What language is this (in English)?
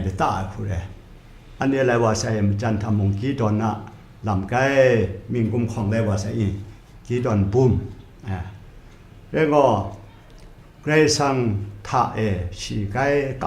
Kachin